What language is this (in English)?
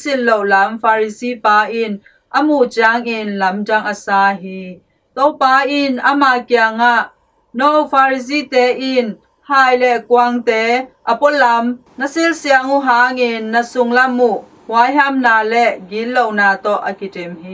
Tedim Chin